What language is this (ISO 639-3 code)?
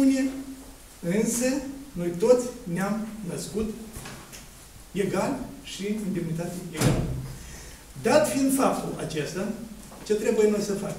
ron